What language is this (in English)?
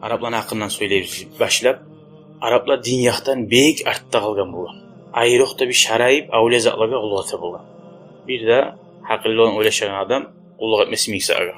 Kumyk